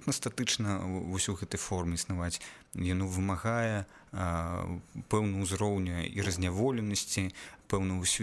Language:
Belarusian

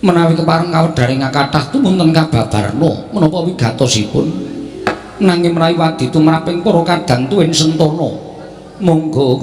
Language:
Javanese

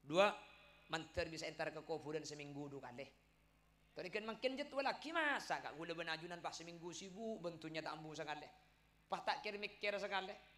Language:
Madurese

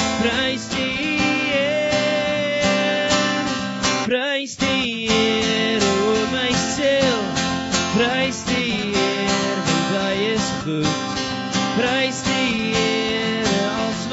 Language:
Afrikaans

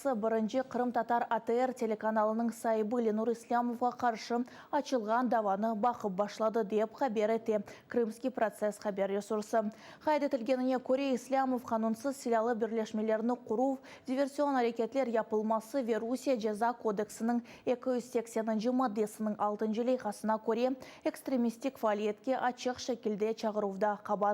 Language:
Crimean Tatar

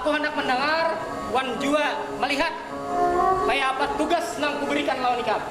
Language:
Banjar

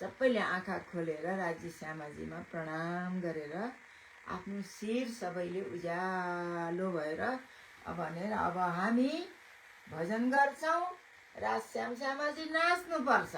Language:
Nepali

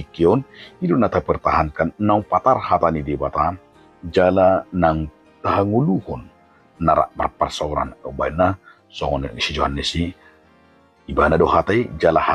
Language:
Batak Toba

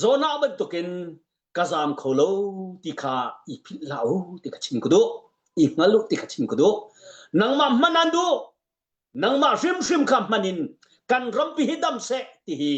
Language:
Hakha Chin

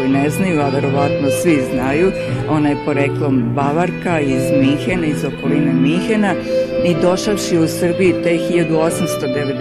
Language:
Serbian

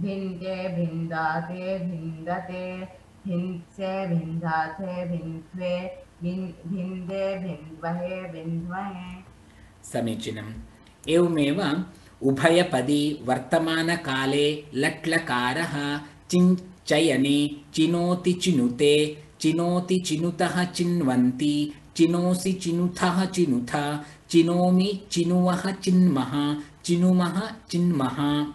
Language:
Sanskrit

